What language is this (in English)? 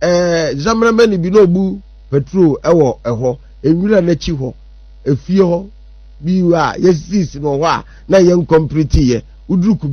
Akan